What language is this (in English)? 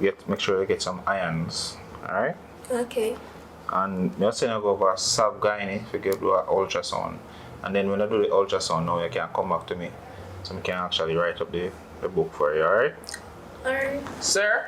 Jamaican Creole English